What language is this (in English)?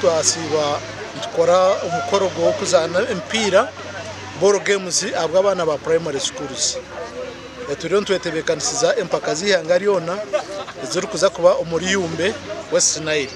Nyankole